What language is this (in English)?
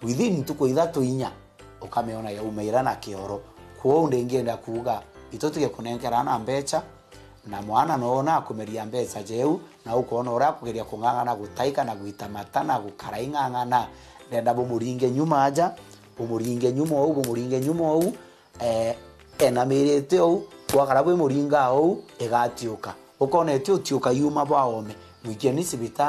Meru